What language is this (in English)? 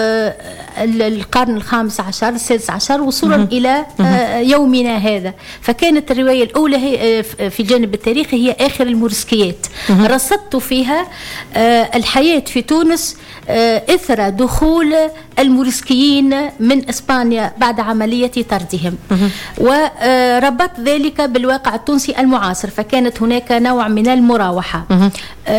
Tunisian Arabic